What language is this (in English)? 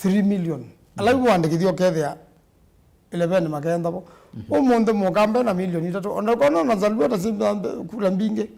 Kamba